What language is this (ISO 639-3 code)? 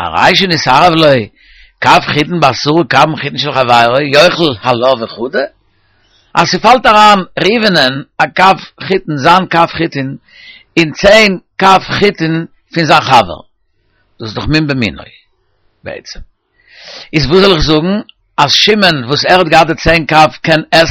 yid